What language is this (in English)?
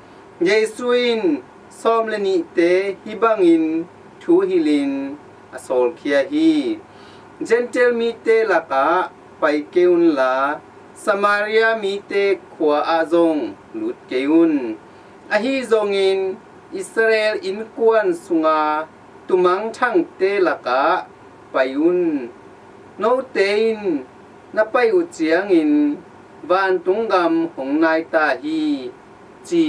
Tedim Chin